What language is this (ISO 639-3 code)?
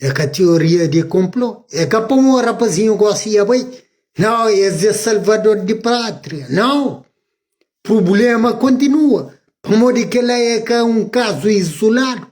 kea